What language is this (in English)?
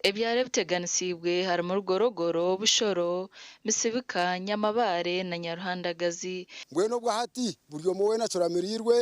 Nyankole